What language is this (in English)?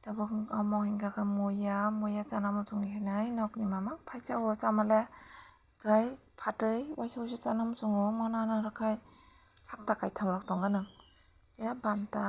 Kok Borok